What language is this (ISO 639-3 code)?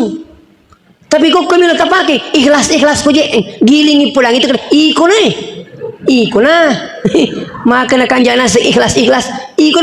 bug